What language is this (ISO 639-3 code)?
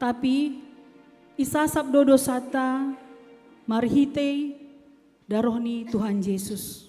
bts